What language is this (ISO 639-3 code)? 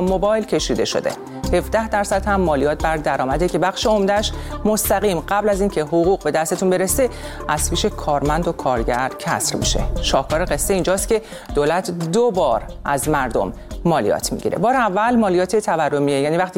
fas